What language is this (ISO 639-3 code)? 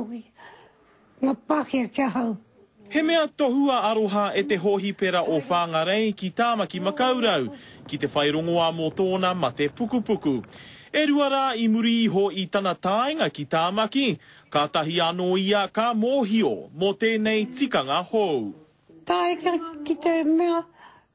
mri